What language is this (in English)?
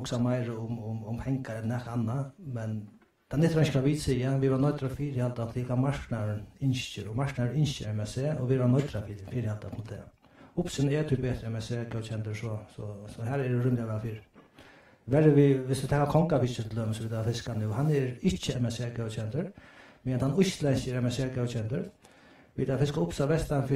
Faroese